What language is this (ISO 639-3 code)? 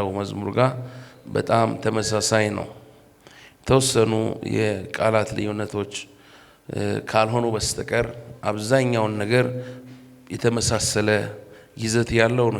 amh